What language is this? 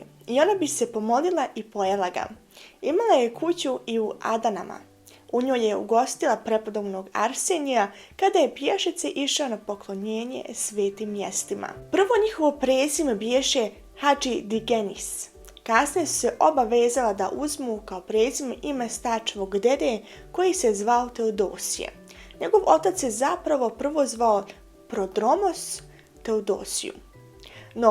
Bosnian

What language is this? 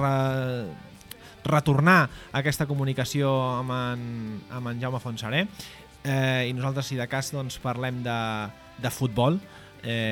Catalan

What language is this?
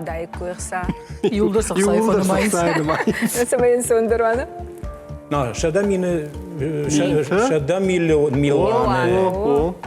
Ossetic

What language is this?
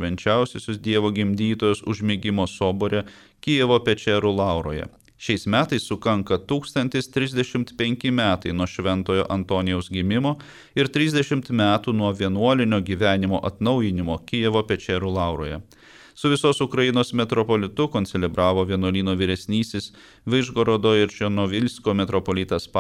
Lithuanian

